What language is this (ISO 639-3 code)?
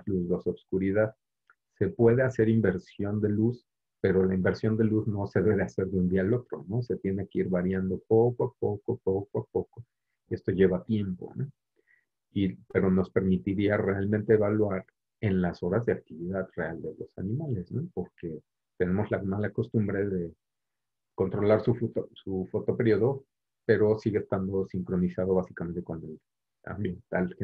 spa